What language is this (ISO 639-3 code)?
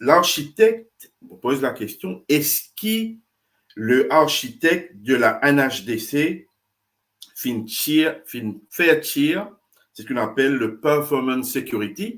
mfe